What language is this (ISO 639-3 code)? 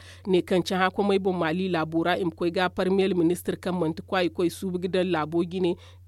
dje